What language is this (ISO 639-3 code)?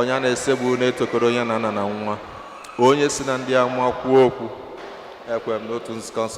ibo